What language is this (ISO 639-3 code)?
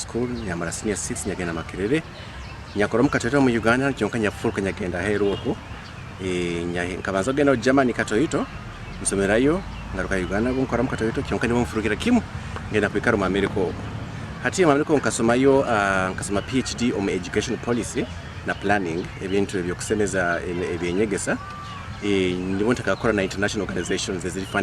nyo